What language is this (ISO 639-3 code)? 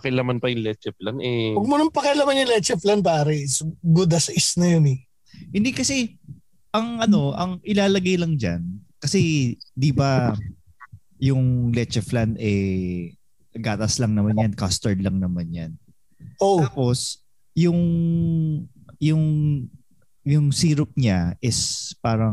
fil